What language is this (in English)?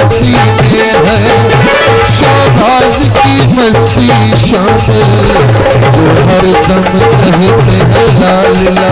Saraiki